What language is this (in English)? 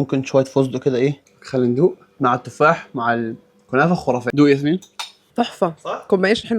Egyptian Arabic